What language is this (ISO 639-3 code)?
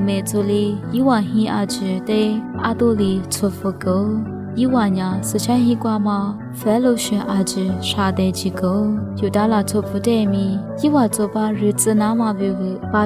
lis